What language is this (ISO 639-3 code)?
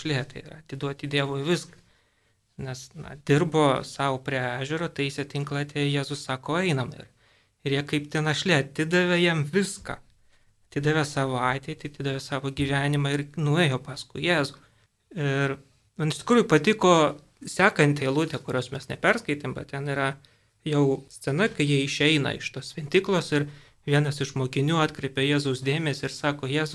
lit